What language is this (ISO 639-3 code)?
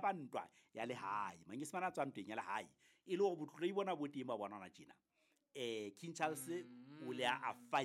sot